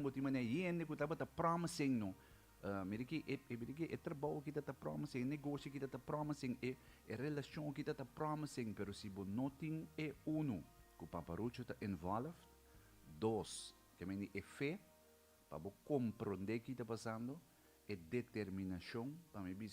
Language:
Papiamento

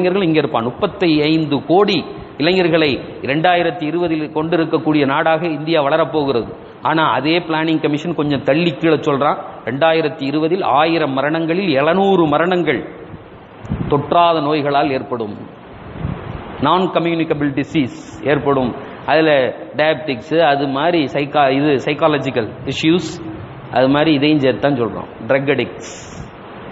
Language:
Tamil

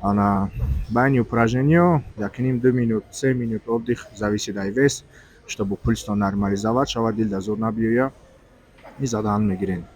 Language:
Tajik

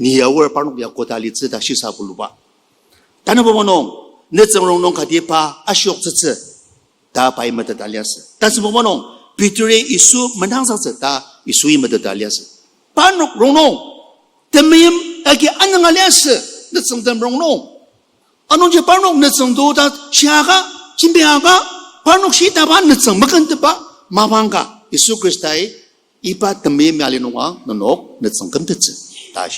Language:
Ao Naga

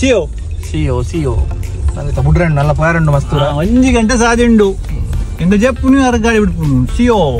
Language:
Tulu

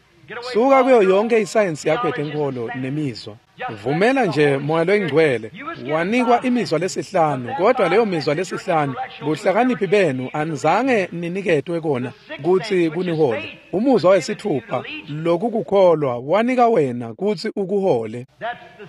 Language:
Swati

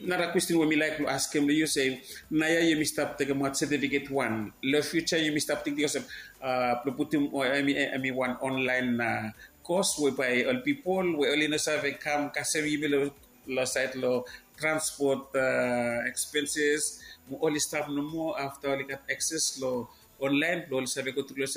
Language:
Bislama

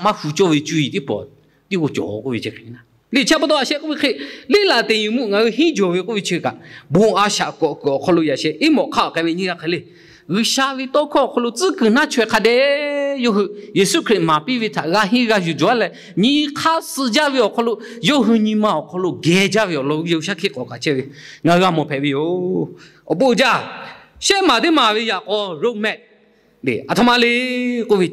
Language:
Lahu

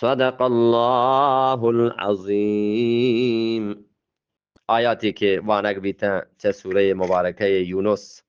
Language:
Eastern Balochi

